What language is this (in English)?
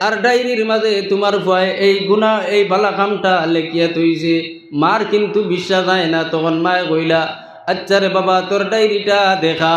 Sylheti